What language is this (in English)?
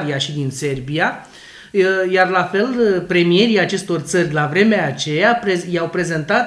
Romanian